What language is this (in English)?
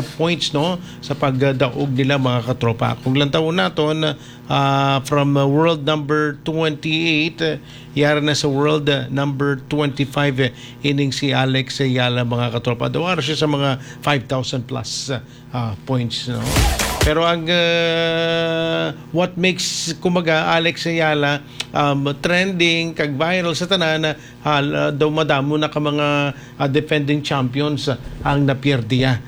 Hiligaynon